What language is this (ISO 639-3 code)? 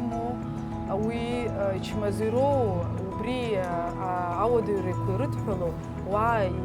abk